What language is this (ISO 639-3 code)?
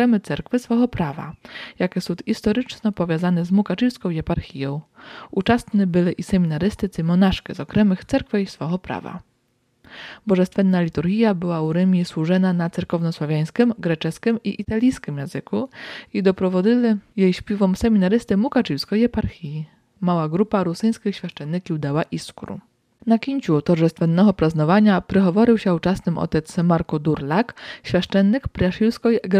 rue